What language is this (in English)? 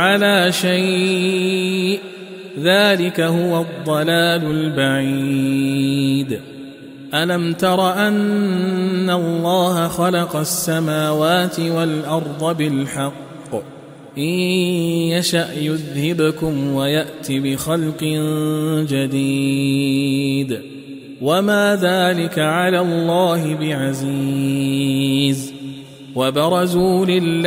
Arabic